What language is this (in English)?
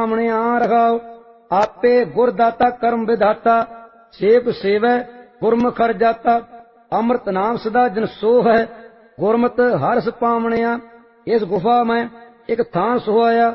Punjabi